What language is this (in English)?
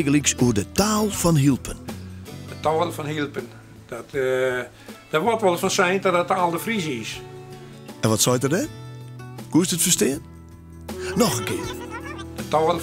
Western Frisian